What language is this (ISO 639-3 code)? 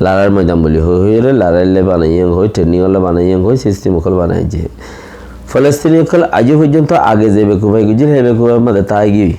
rhg